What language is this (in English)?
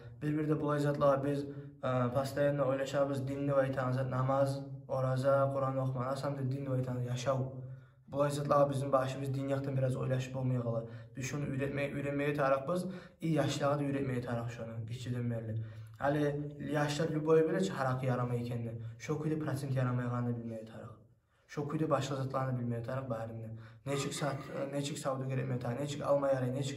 Kumyk